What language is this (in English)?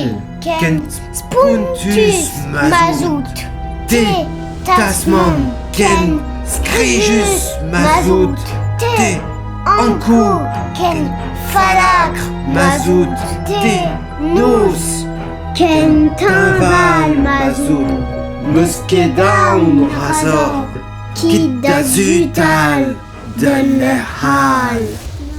Breton